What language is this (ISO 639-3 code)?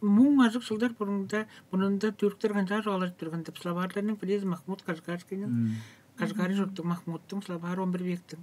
tyv